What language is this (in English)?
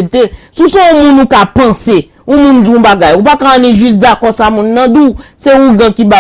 Haitian Creole